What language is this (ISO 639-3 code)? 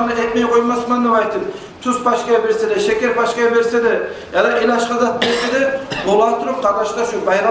kum